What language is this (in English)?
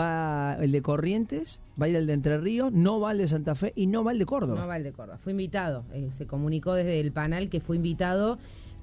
Spanish